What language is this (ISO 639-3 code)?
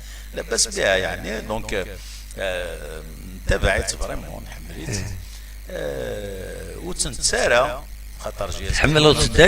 kab